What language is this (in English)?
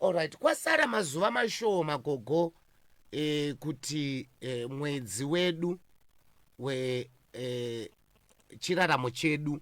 Shona